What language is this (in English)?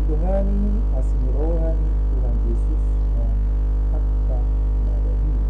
Batak Toba